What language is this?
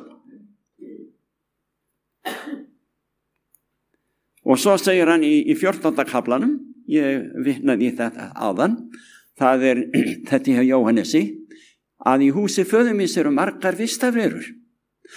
Icelandic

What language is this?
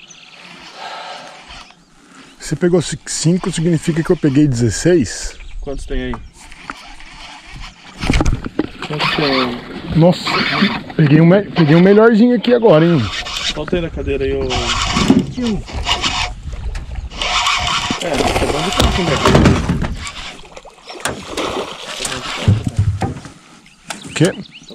Portuguese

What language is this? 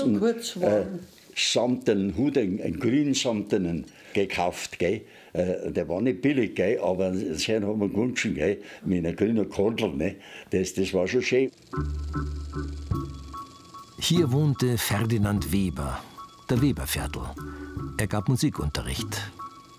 German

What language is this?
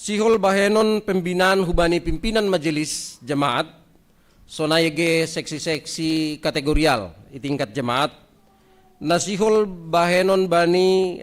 Batak Simalungun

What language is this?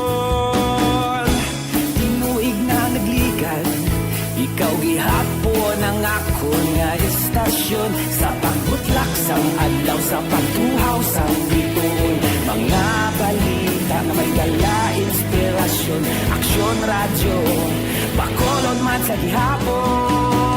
Hiligaynon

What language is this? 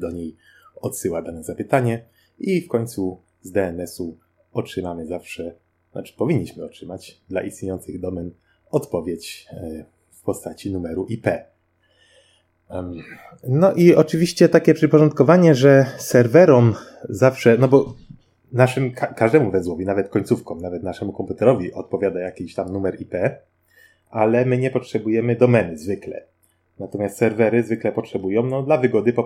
Polish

